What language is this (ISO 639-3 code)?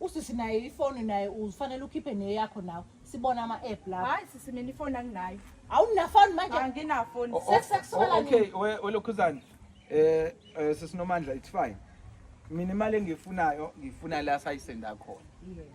zul